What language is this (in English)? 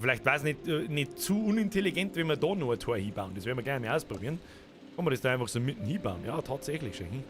Bavarian